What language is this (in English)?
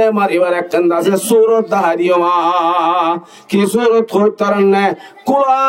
Rohingya